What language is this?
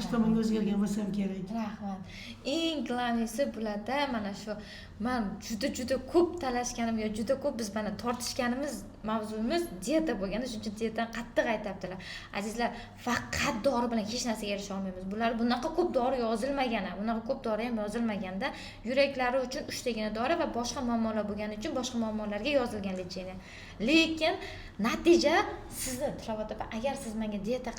Uzbek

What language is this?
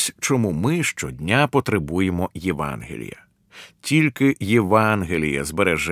Ukrainian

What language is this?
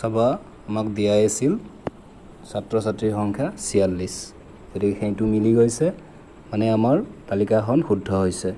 Assamese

